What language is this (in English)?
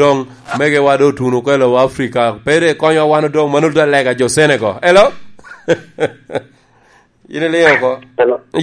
Lango (Uganda)